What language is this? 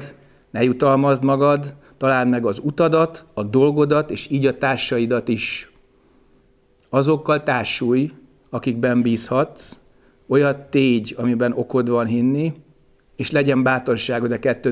Hungarian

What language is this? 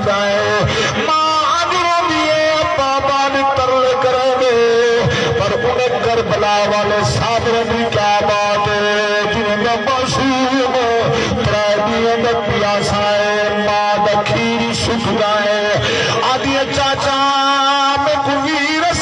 Saraiki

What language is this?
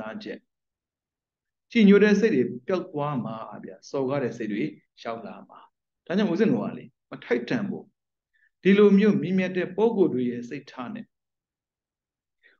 Burmese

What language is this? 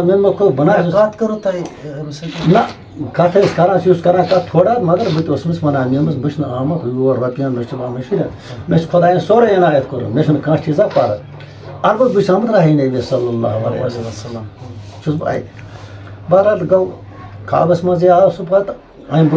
Kashmiri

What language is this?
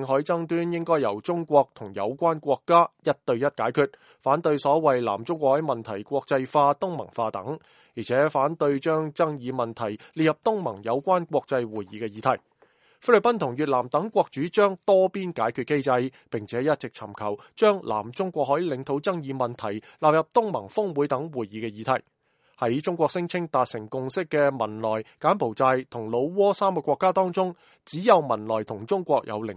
Cantonese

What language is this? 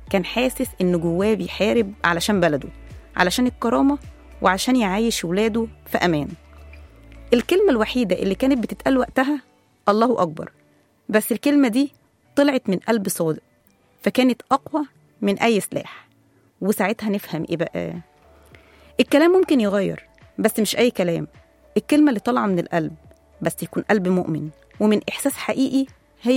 Egyptian Arabic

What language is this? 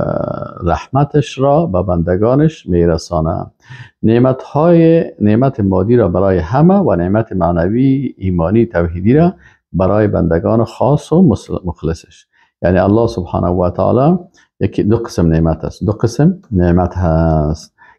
Persian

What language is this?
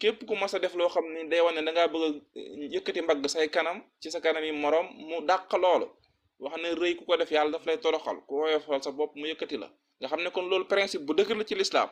Wolof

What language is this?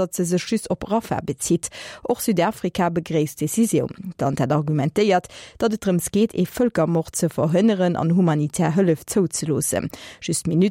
Luxembourgish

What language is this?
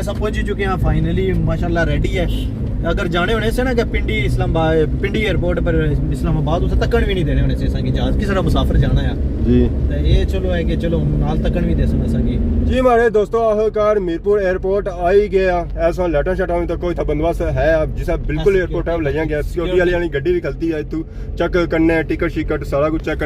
Pahari-Potwari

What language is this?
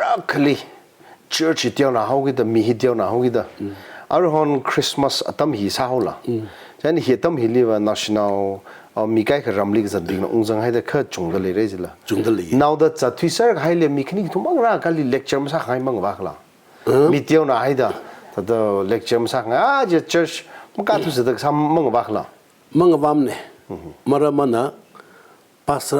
Tangkhul Naga (India)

